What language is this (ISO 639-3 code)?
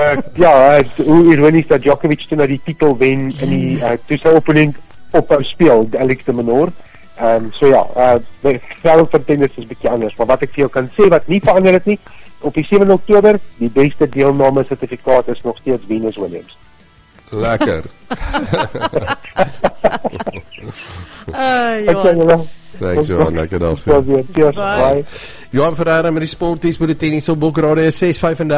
afr